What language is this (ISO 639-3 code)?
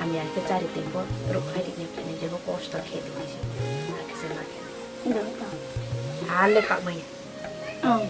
ria